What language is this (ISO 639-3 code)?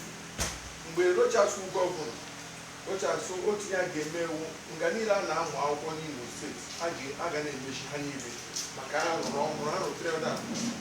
ibo